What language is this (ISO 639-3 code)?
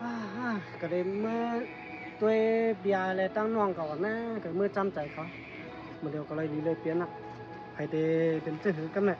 shn